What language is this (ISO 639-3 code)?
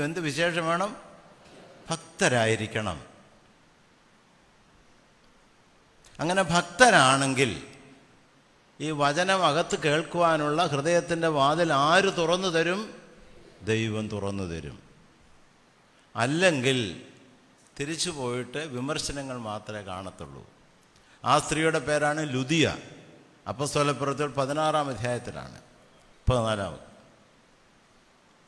mal